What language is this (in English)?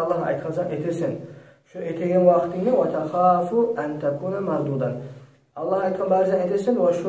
Kumyk